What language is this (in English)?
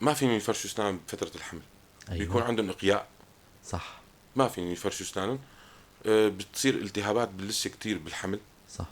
North Levantine Arabic